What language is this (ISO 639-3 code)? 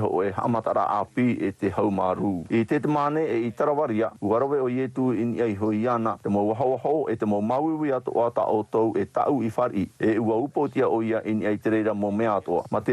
tah